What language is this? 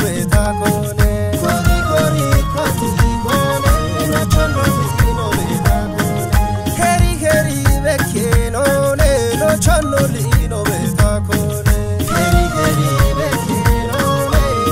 Kafa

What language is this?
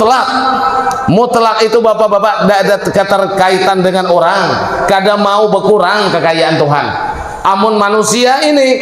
Banjar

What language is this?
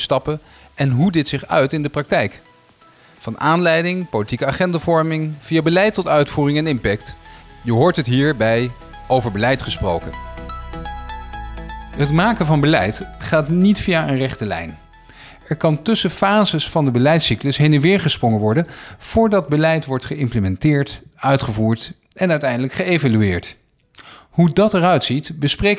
Dutch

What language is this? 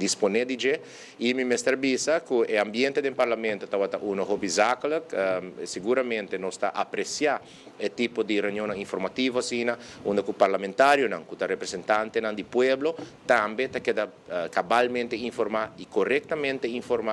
Papiamento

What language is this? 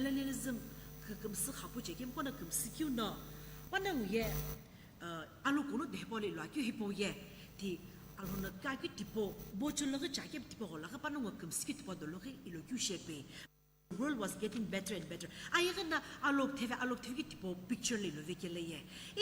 Sumi Naga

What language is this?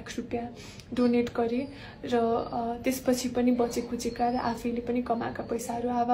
Nepali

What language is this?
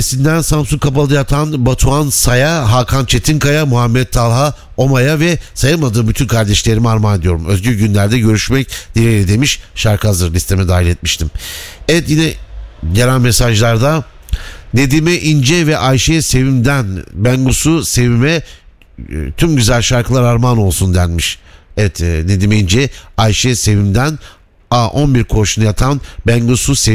Turkish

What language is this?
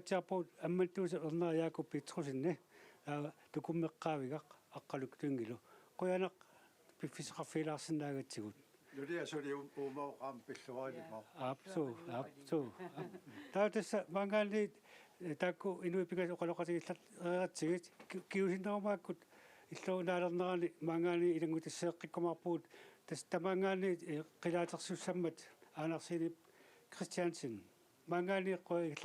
Kalaallisut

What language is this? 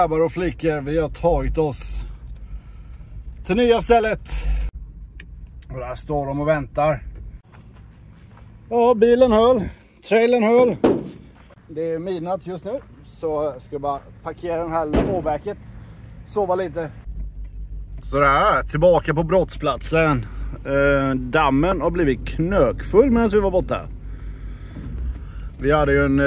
Swedish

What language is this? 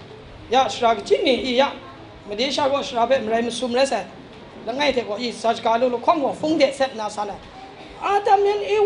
Kachin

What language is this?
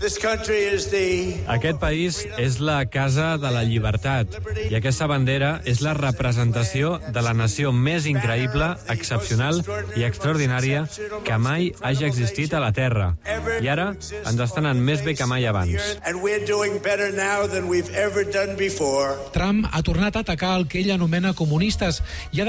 Catalan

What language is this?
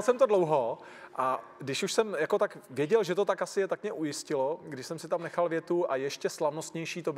Czech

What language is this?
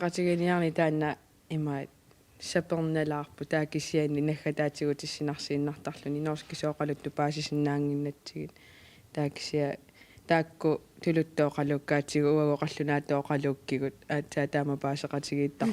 Kalaallisut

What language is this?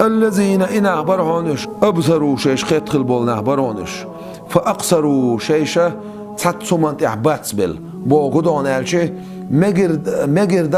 Chechen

